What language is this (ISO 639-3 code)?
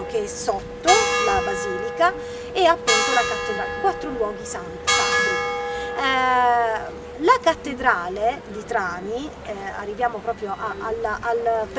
ita